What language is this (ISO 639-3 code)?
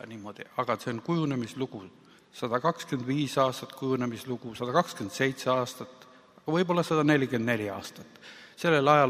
est